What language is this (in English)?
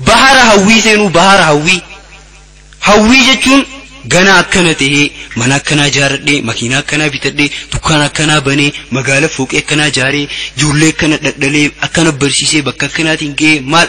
Oromo